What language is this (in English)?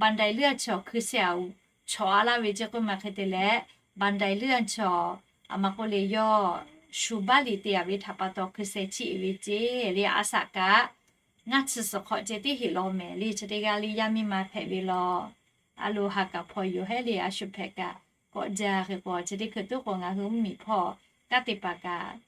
Lahu